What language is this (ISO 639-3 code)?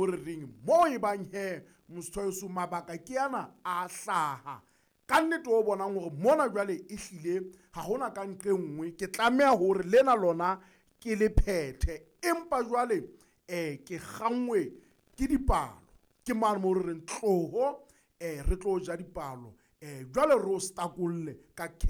sot